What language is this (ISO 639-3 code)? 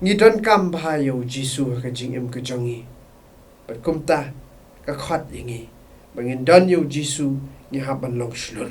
kha